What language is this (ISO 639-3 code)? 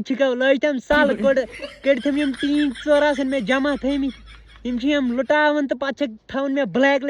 kas